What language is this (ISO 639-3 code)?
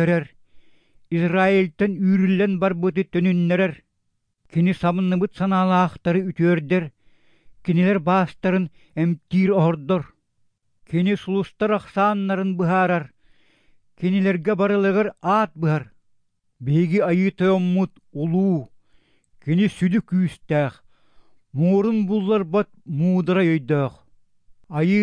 sah